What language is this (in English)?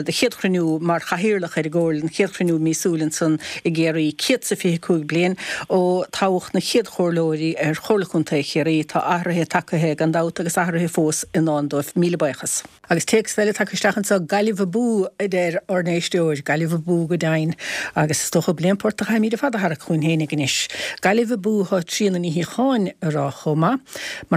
Irish